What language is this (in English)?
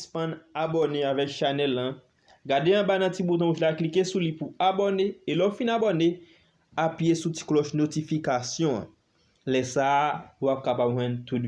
Haitian Creole